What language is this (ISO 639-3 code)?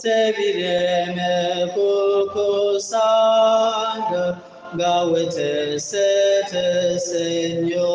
lug